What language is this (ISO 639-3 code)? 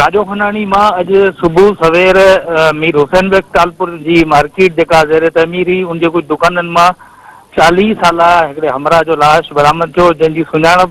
snd